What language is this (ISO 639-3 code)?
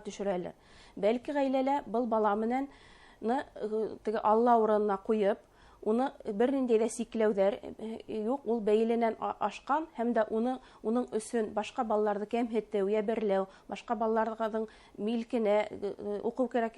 bak